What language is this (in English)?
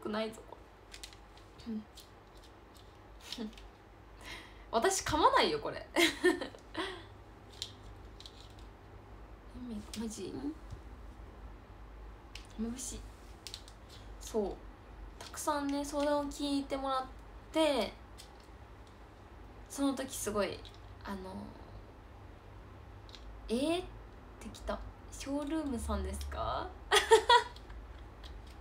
Japanese